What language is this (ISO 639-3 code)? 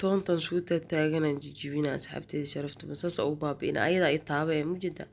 som